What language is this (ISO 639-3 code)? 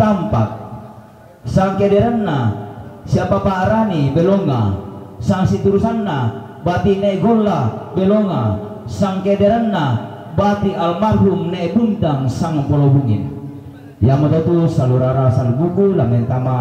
sda